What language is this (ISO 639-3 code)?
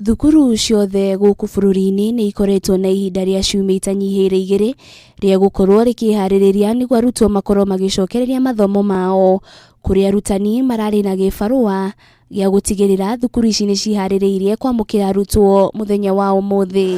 kik